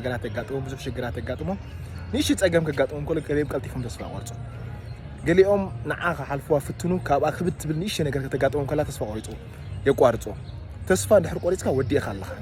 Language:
Tigrinya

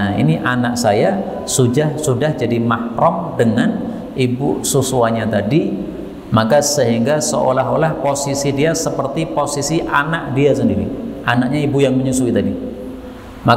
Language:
Indonesian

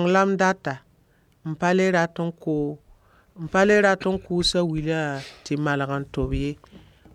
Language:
Mossi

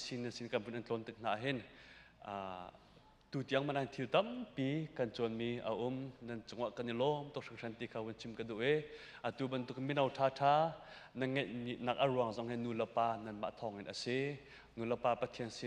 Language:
Hakha Chin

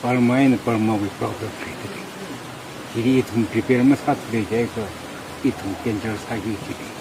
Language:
Tangkhul Naga (India)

